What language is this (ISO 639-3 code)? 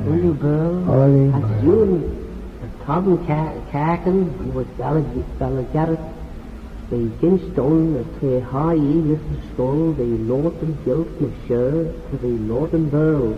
glv